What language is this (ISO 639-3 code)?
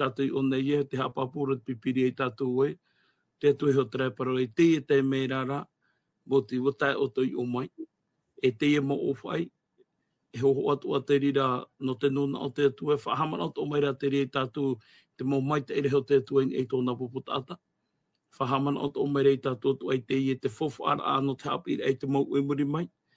tah